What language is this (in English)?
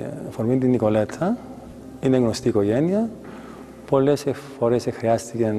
Greek